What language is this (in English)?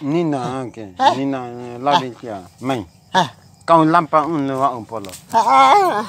Bima